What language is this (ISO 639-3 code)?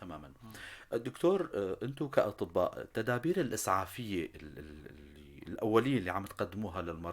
apc